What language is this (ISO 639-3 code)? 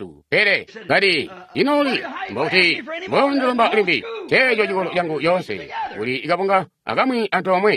toi